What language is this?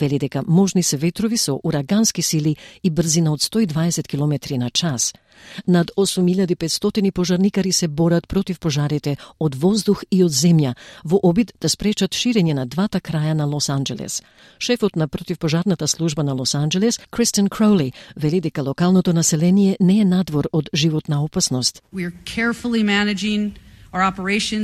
Macedonian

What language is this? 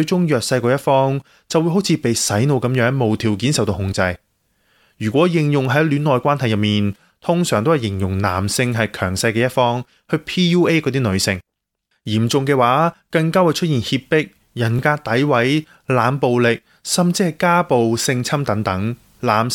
Cantonese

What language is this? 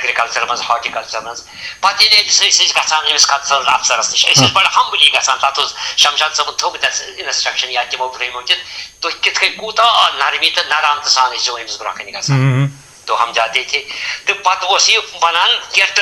Kashmiri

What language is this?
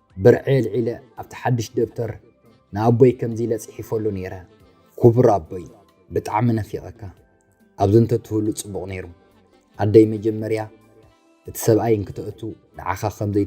Tigrinya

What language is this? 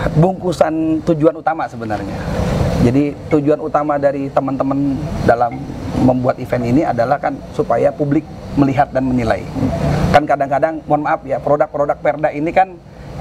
Indonesian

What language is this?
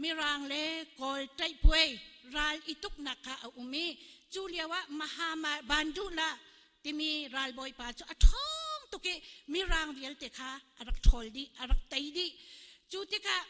Hakha Chin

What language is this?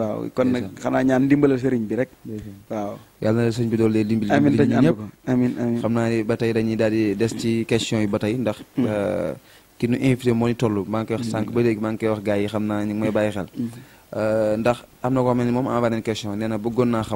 Wolof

